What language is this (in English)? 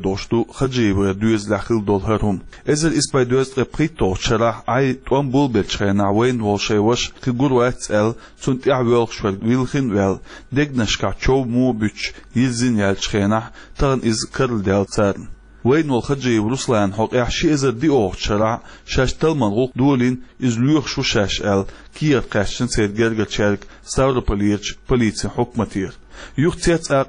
Chechen